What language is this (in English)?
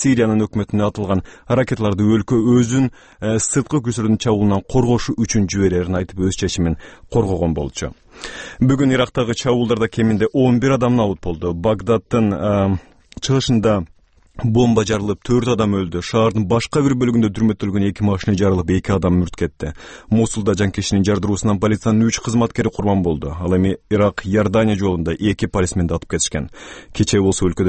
Kyrgyz